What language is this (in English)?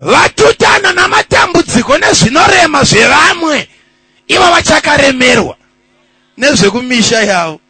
Shona